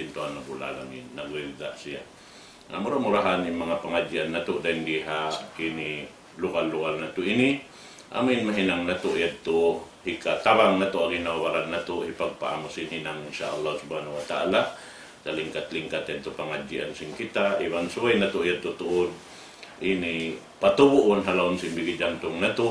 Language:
Tausug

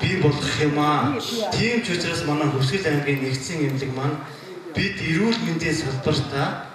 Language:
Mongolian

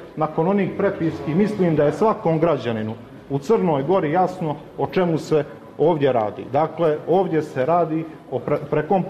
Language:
Serbian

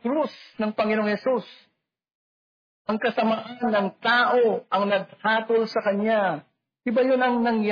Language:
Filipino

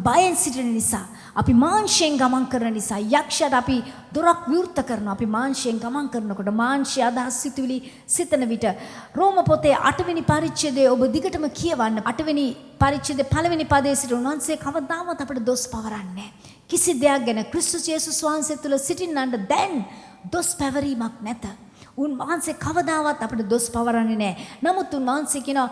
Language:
Sinhala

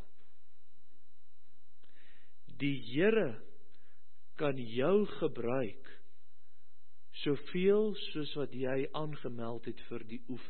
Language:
Afrikaans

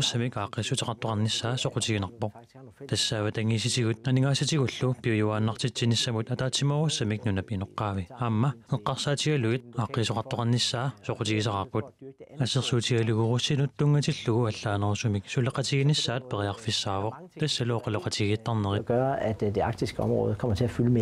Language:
Kalaallisut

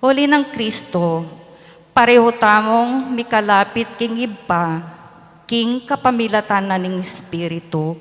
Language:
Pampanga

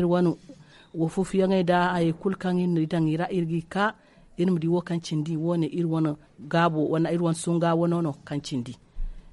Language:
Zarma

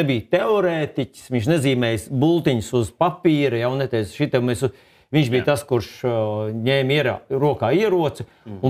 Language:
Latvian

